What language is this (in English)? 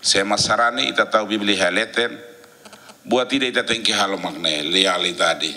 Tetum